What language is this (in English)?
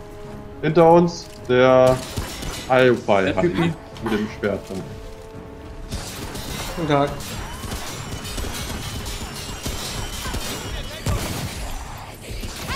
German